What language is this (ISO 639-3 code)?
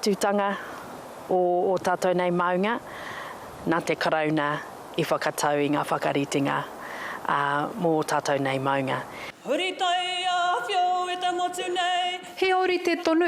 mri